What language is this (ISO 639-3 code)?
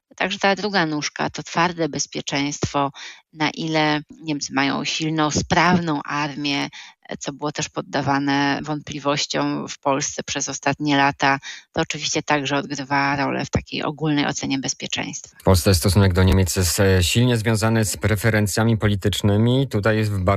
pol